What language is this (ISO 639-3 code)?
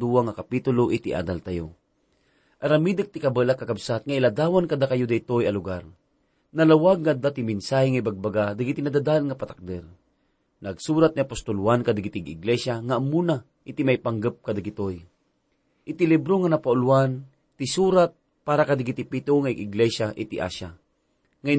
ilo